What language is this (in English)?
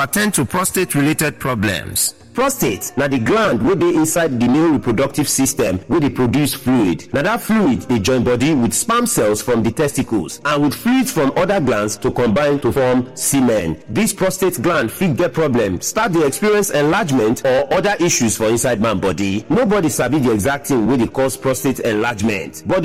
Nigerian Pidgin